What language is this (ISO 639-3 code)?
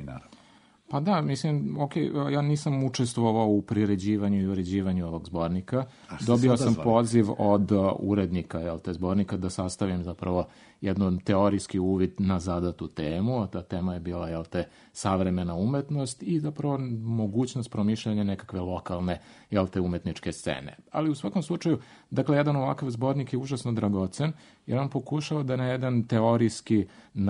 srp